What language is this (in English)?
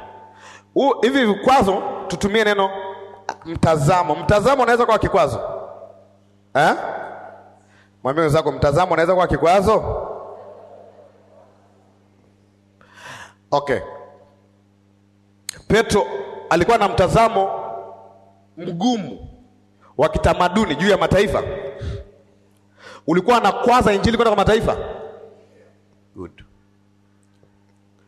Swahili